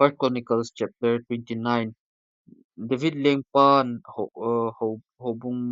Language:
Thado Chin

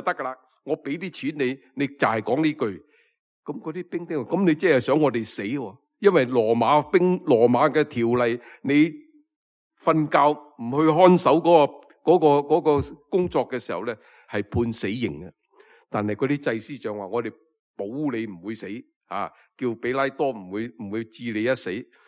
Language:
Cantonese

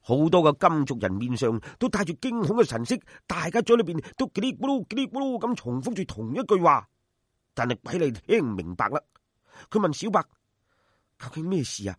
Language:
Cantonese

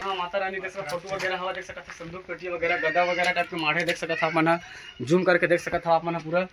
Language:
Chhattisgarhi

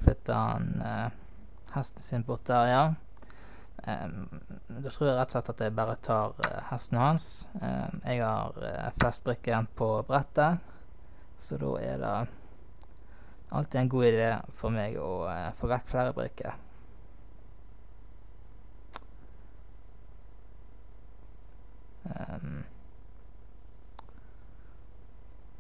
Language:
Norwegian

